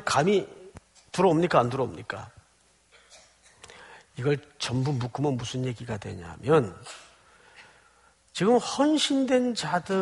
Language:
Korean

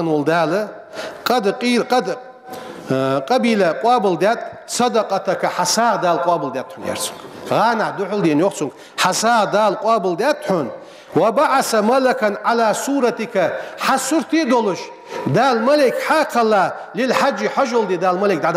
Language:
Ingush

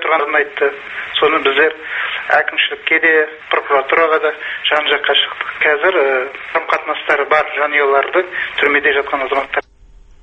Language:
Kazakh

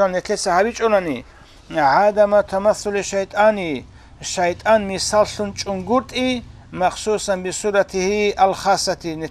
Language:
Avaric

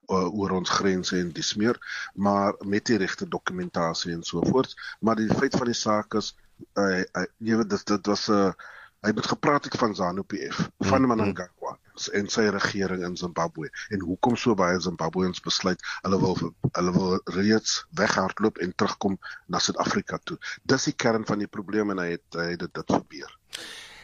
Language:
Afrikaans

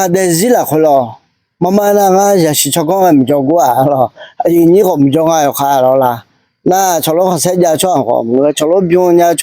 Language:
Akha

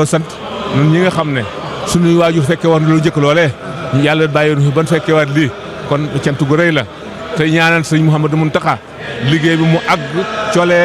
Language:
Wolof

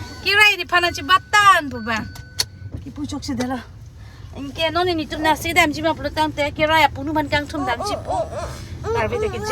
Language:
Karbi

